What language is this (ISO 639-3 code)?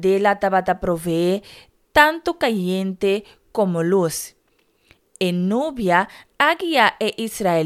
pap